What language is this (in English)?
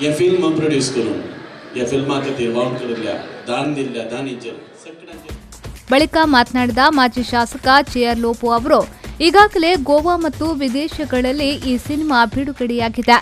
Konkani